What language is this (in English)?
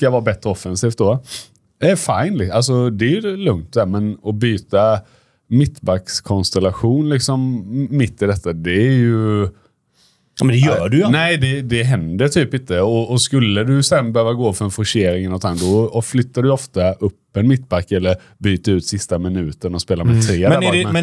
Swedish